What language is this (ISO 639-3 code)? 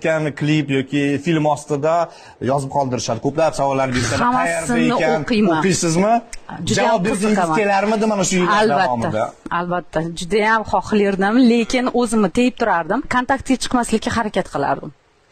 uzb